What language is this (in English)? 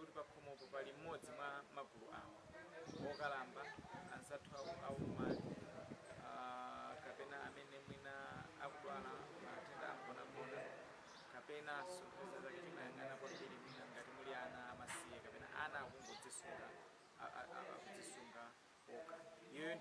Nyanja